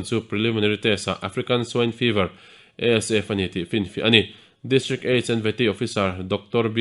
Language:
Mizo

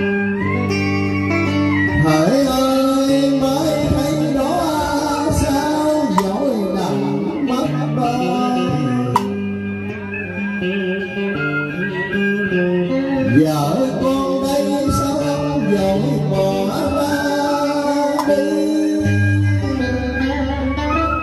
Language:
Vietnamese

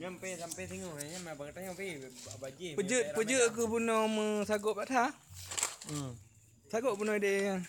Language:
Achinese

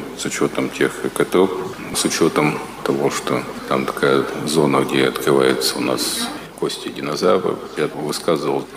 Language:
Russian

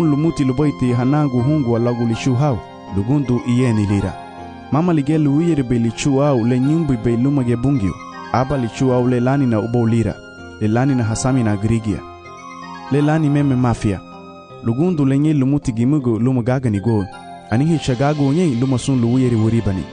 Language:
Garifuna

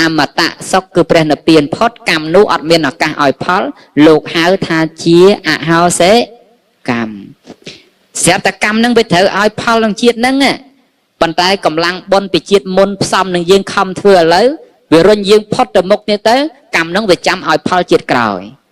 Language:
Khmer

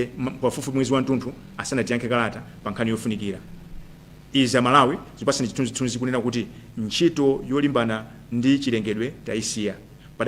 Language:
Nyanja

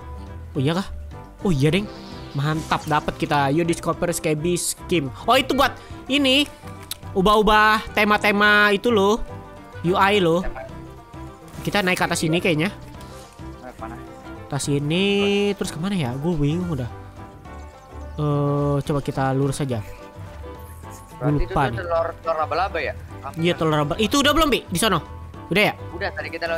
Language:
Indonesian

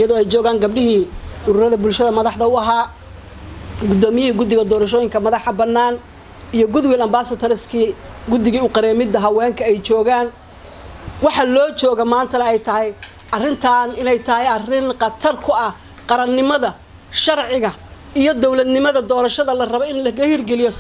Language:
Somali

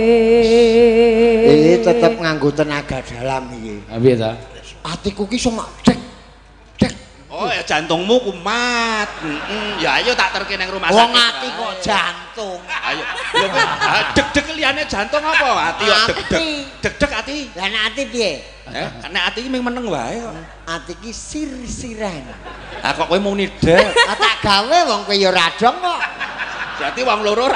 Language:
Javanese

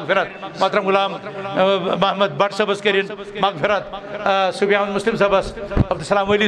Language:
Kashmiri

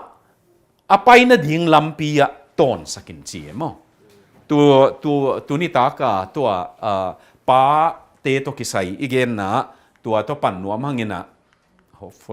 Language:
Tedim Chin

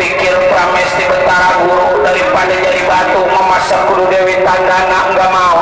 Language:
Betawi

